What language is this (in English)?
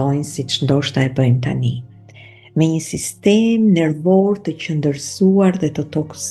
Albanian